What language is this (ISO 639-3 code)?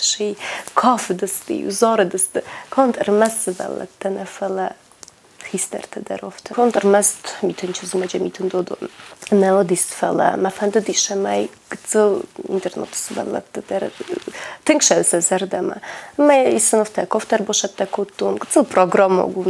oss